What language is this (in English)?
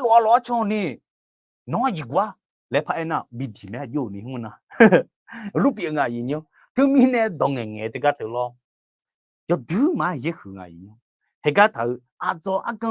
Akha